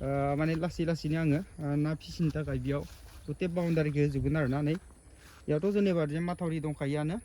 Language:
Bodo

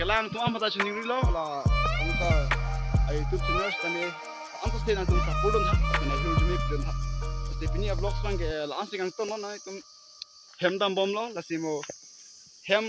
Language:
Karbi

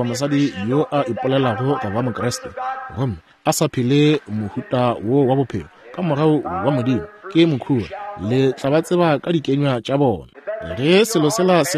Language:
Northern Sotho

